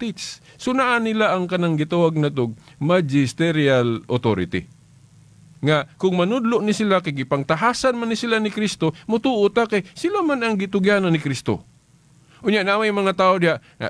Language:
Cebuano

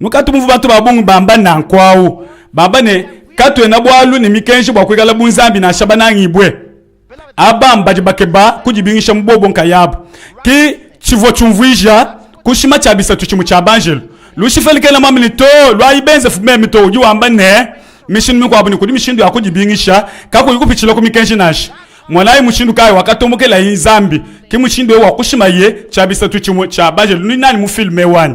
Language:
Luba-Lulua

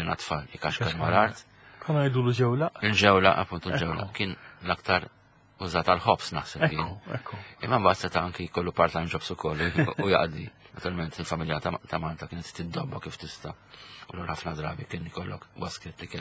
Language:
Maltese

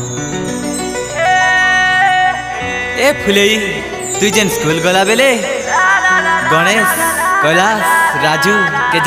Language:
Sambalpuri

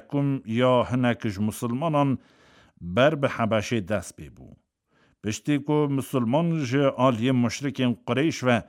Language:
Kurdish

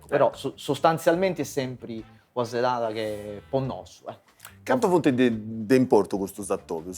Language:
Sardinian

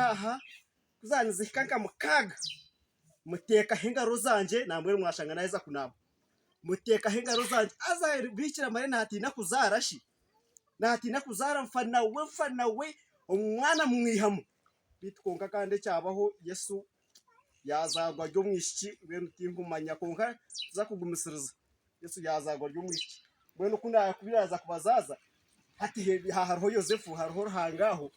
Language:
Nyankole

